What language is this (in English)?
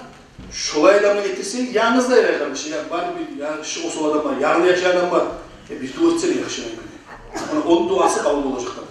Kumyk